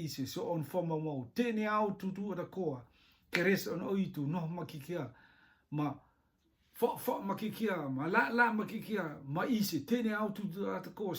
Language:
Rotuman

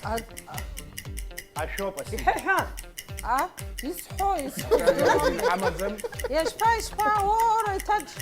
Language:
Abkhazian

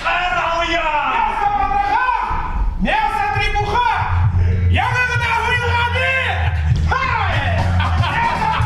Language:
Bashkir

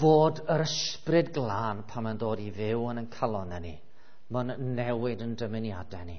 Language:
Welsh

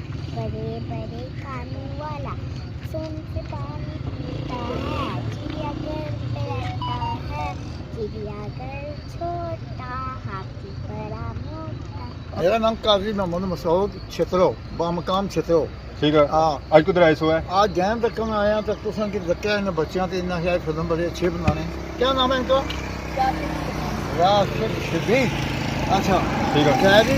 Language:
Pahari-Potwari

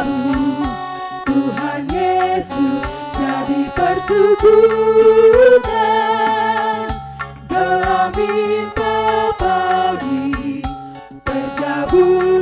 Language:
Batak Karo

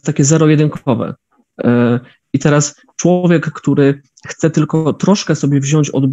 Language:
Polish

